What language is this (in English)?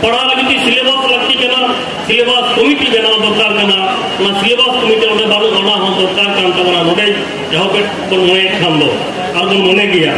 Santali